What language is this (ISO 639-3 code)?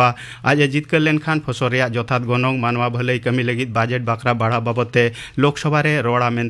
sat